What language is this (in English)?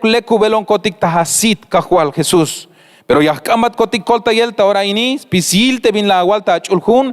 Tzeltal